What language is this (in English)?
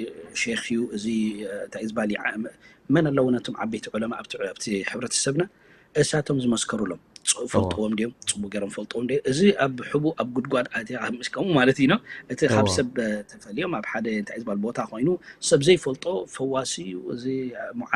Tigrinya